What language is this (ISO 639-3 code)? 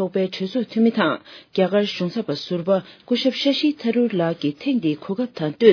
bod